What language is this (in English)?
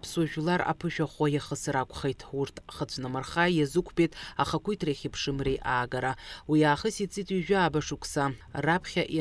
Abkhazian